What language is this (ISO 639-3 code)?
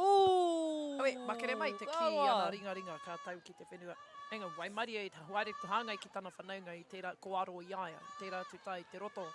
mri